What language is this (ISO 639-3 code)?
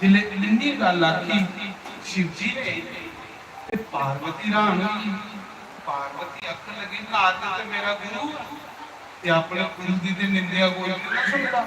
doi